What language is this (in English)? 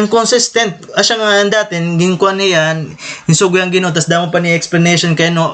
Waray